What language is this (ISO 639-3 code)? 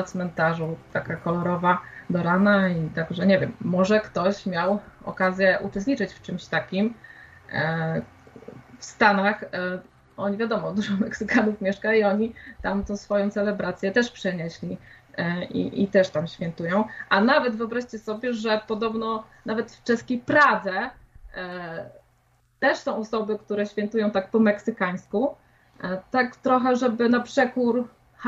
pol